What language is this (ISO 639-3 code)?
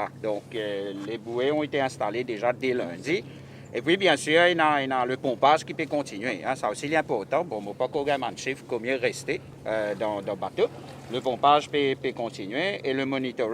mfe